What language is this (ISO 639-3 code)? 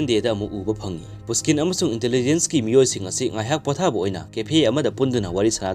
mni